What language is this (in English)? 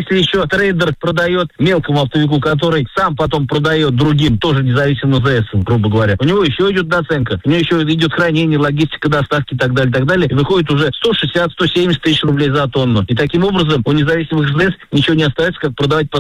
Russian